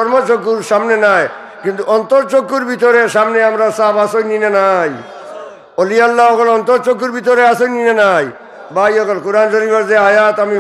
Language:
Sylheti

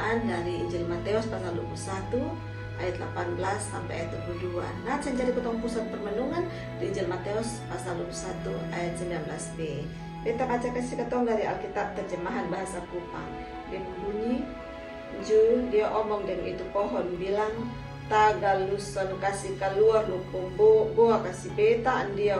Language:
Kupang Malay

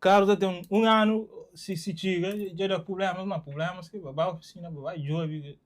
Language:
Kabuverdianu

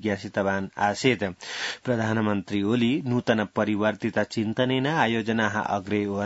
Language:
Sanskrit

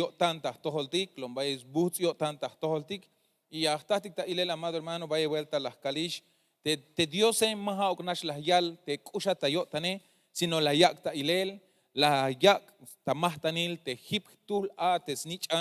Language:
Tzeltal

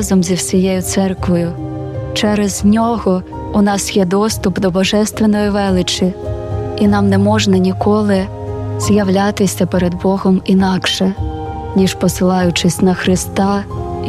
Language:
Ukrainian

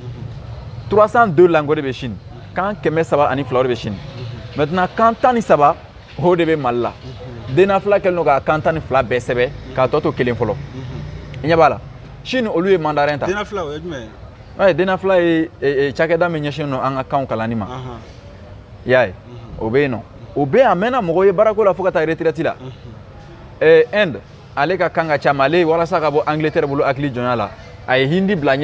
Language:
Bambara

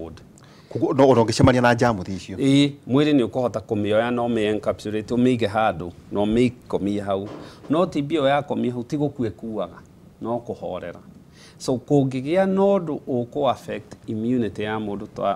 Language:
Kikuyu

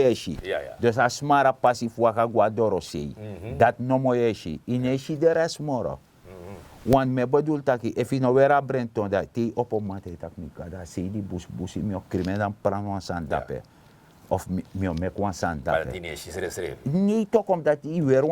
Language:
Sranan Tongo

